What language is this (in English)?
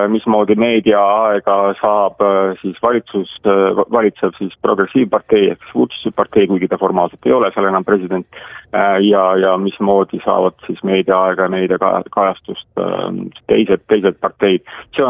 Estonian